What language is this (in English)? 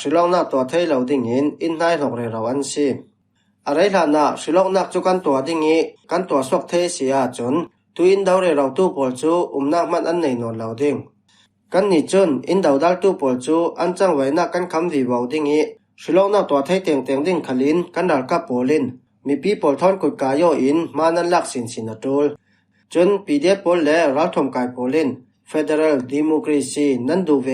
Falam Chin